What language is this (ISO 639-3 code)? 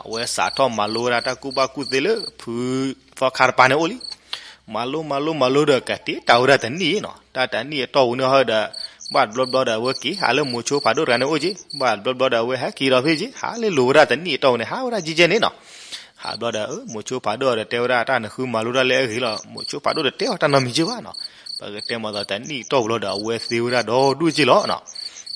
ksw